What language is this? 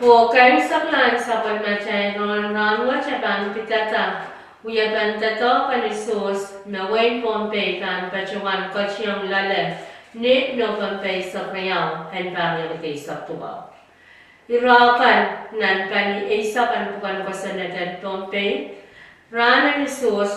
Pohnpeian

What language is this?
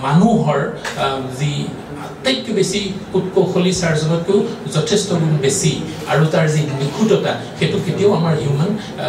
Assamese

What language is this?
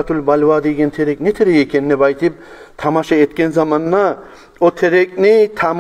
Kumyk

